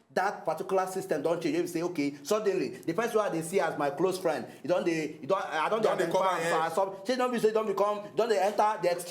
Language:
Nigerian Pidgin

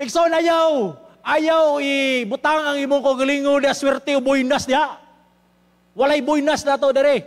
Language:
Cebuano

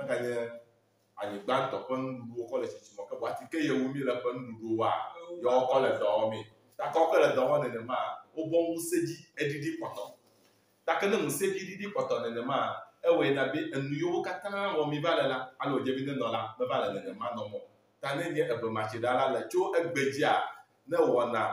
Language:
Ewe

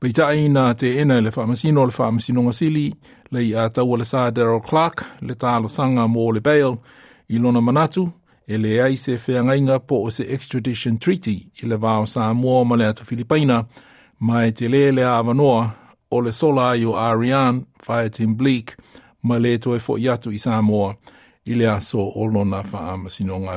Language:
Samoan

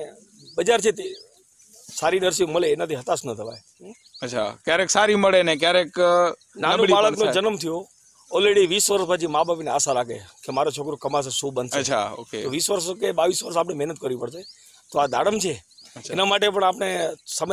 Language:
Gujarati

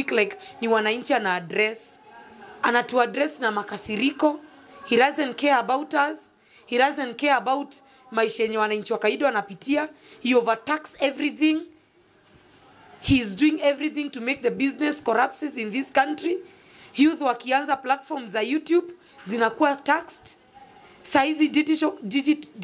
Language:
Swahili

